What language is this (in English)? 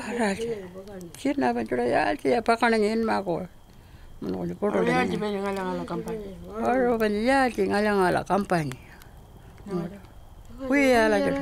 Pitjantjatjara